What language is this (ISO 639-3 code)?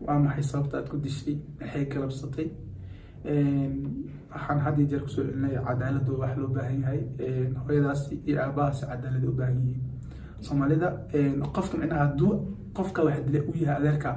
som